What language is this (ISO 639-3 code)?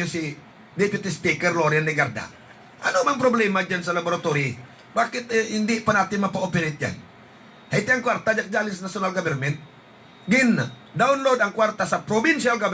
hil